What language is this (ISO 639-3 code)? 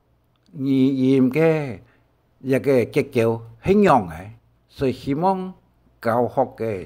hak